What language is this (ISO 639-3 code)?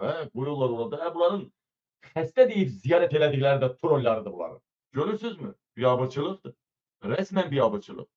aze